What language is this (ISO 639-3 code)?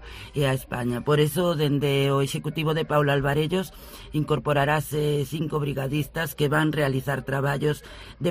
glg